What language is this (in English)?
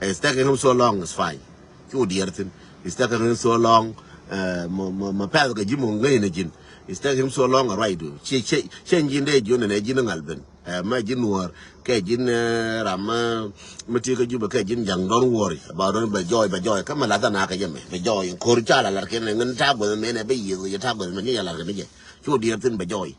Nuer